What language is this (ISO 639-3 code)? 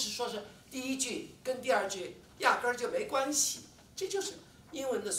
zho